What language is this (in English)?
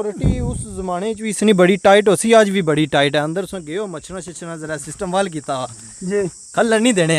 Pahari-Potwari